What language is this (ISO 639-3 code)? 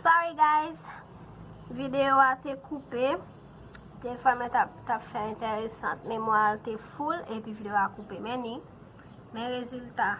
hat